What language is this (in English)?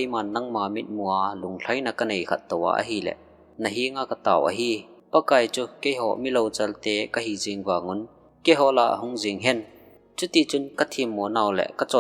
Thado Chin